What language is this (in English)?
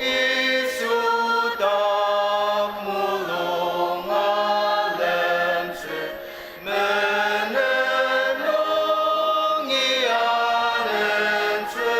Ao Naga